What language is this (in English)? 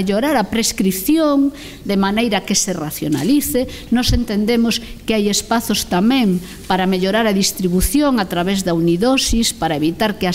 Galician